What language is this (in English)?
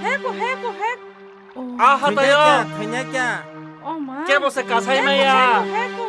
Kok Borok